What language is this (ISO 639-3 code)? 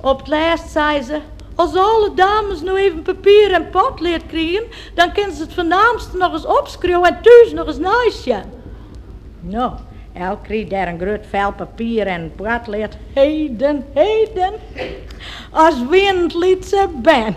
fry